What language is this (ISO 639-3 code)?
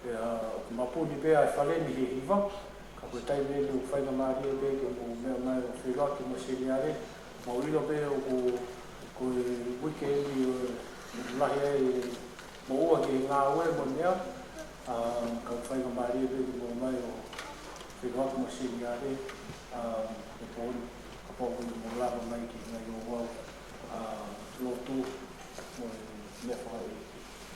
ton